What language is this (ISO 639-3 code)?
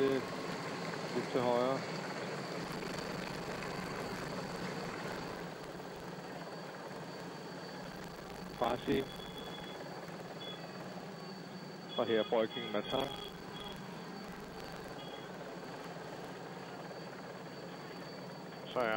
dan